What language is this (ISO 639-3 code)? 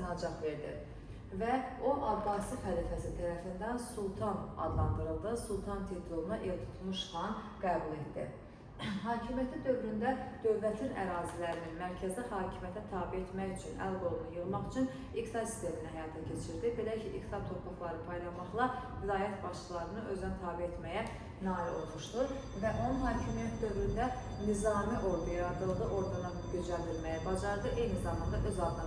aze